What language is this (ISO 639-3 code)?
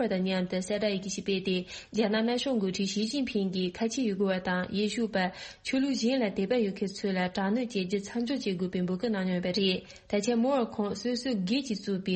bod